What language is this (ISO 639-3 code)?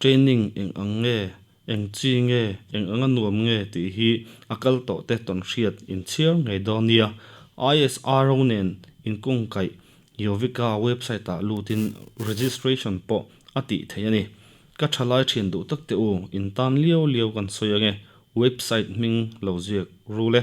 lus